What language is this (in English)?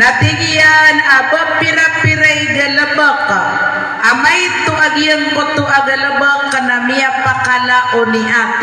Maranao